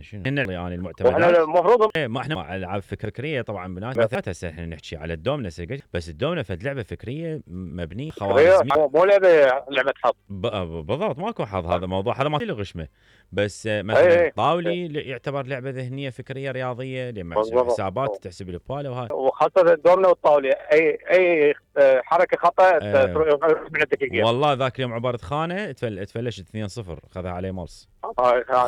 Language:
Mesopotamian Arabic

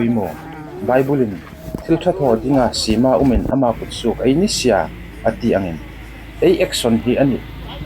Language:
Hmar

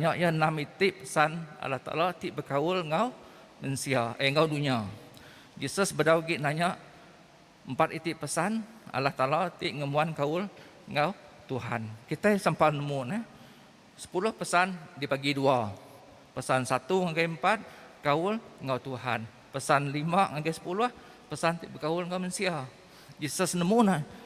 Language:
Iban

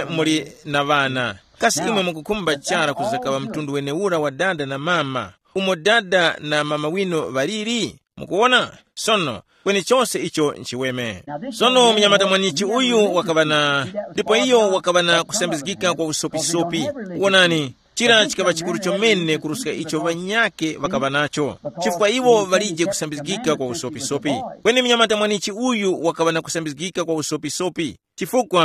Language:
Tumbuka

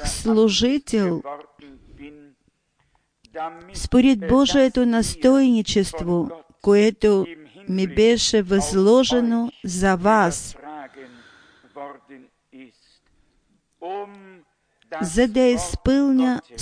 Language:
Bulgarian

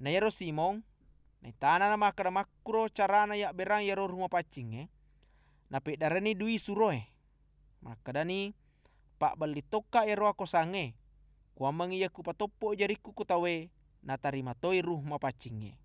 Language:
Buginese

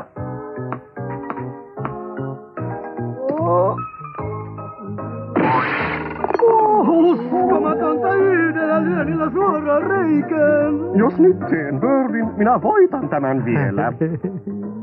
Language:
Finnish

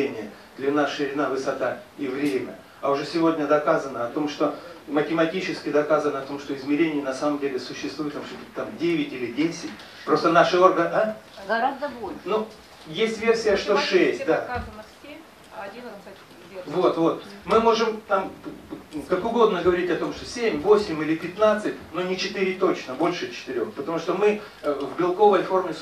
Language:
Russian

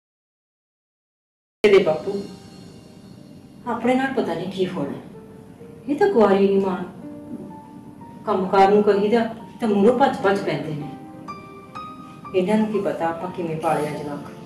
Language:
Punjabi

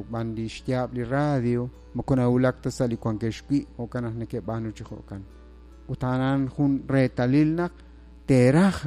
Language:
Kekchí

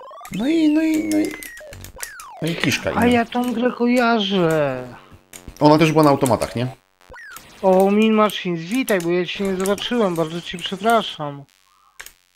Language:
Polish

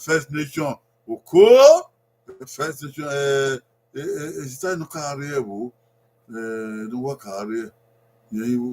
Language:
Bini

